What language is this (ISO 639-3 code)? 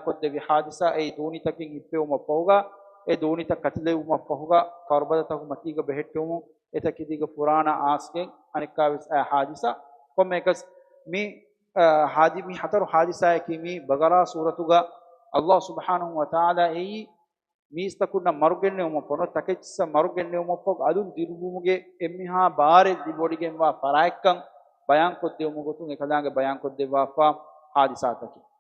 div